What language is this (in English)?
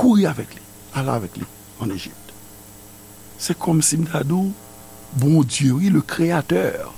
Haitian Creole